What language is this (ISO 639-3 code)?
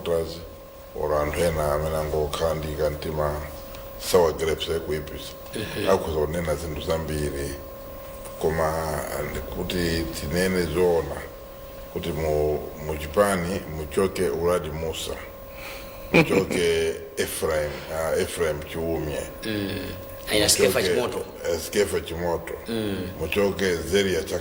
nya